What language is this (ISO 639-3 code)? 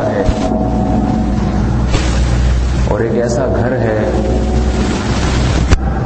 urd